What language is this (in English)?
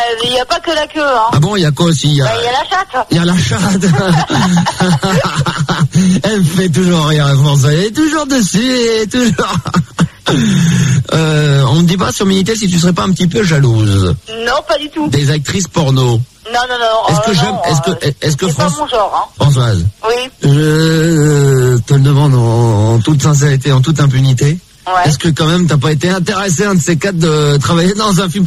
French